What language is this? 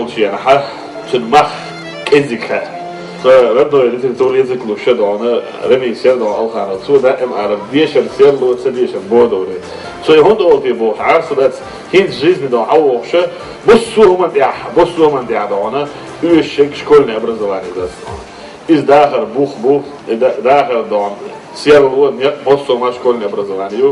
Chechen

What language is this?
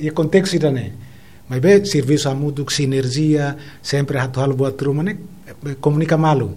Tetum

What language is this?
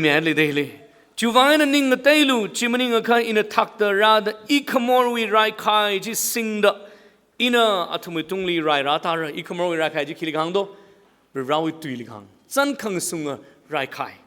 Tangkhul Naga (India)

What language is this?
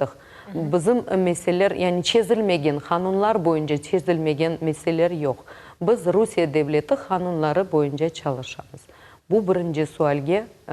Crimean Tatar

